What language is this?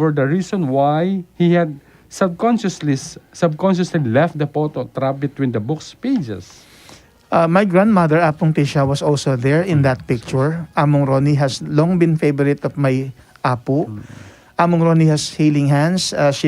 Pampanga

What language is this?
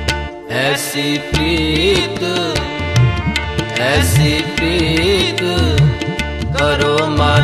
Punjabi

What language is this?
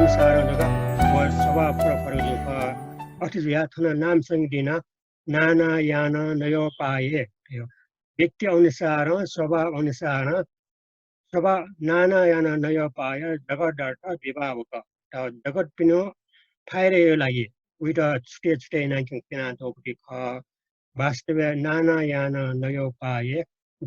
Newari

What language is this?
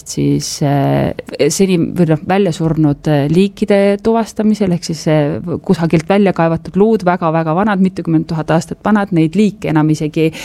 Estonian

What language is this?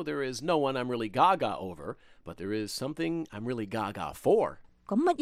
Cantonese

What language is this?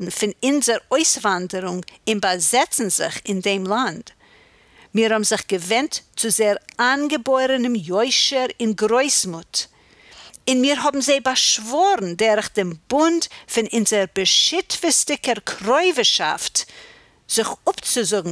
Yiddish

